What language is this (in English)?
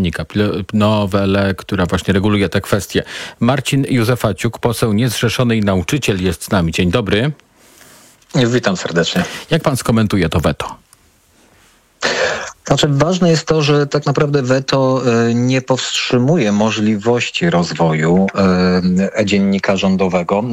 Polish